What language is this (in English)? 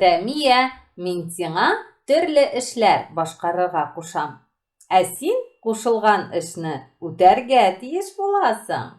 Tatar